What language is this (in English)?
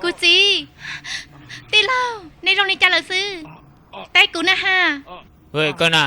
Hmong